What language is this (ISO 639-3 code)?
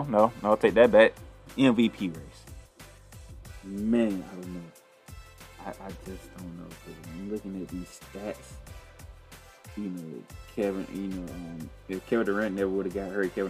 eng